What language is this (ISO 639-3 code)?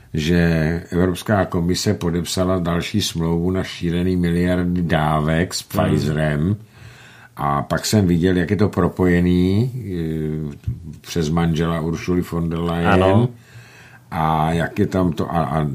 ces